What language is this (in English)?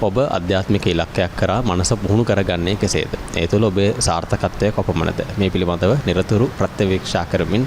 Sinhala